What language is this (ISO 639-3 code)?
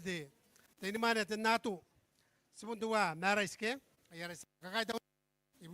gil